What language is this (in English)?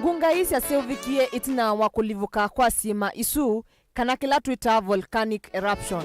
Kamba